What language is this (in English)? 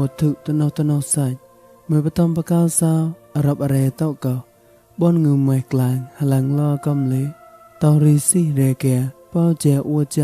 Mon